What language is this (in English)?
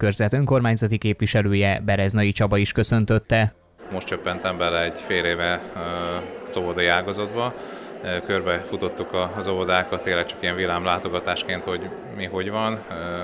Hungarian